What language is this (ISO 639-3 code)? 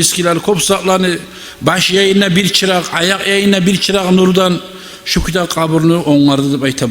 kum